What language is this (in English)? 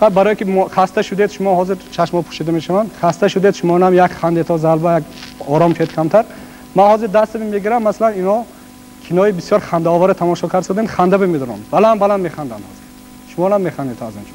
Tajik